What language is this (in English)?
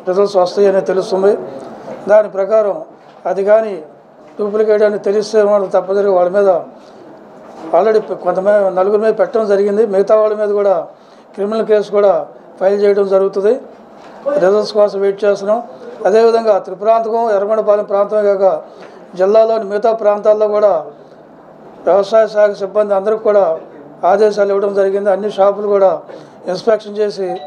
Telugu